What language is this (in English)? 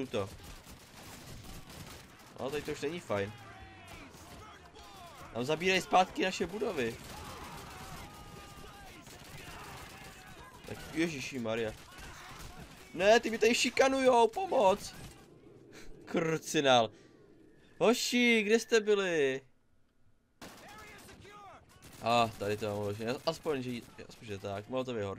Czech